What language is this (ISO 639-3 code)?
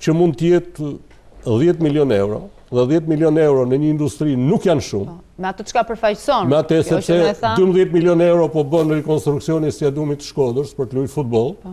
sqi